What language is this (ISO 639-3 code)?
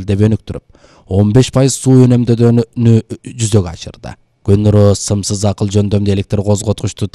kir